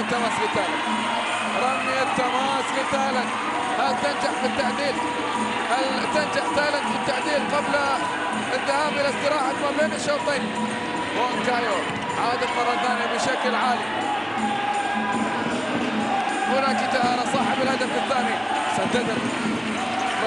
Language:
Arabic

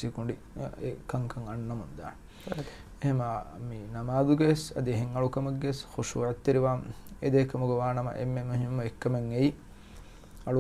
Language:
Divehi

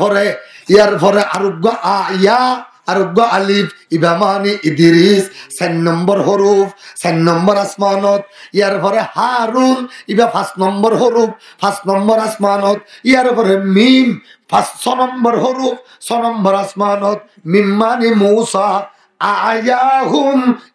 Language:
Rohingya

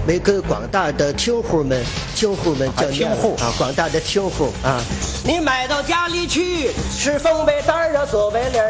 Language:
Chinese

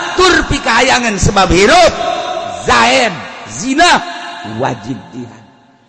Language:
Sundanese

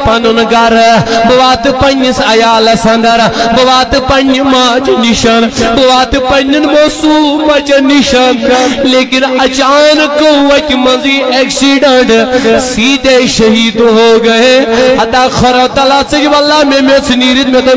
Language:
Kashmiri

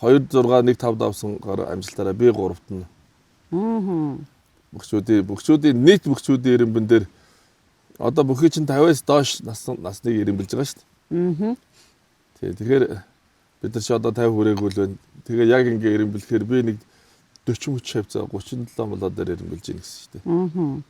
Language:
Mongolian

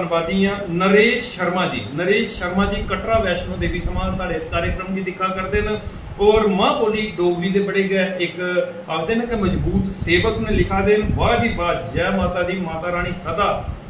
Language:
Dogri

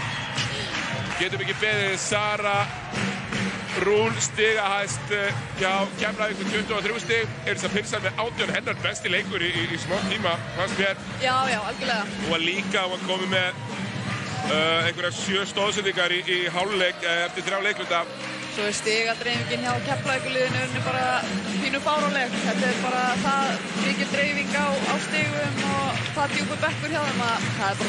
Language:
Icelandic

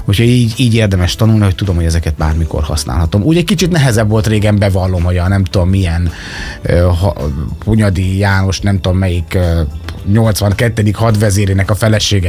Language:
Hungarian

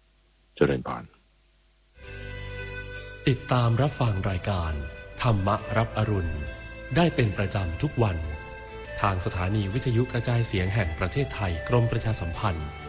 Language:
Thai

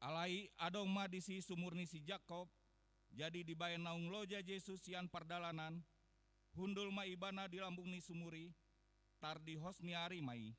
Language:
Batak Toba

